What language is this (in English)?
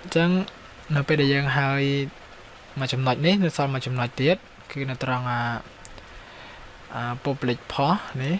Khmer